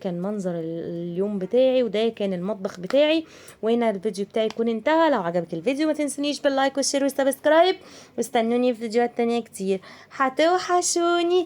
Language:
Egyptian Arabic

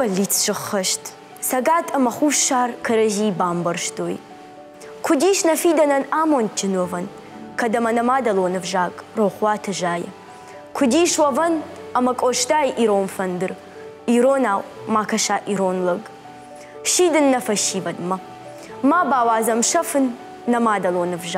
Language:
Ossetic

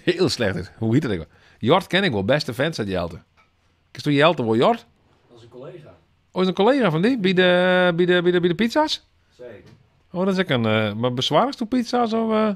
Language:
Western Frisian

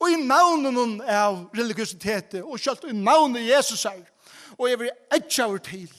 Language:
Faroese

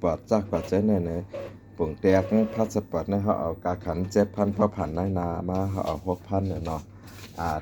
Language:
Shan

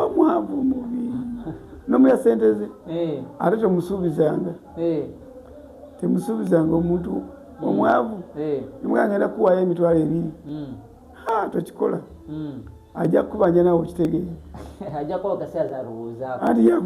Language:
Ganda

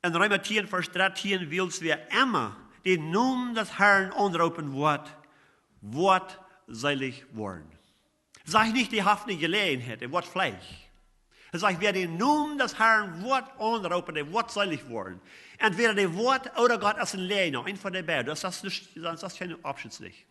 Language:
Plautdietsch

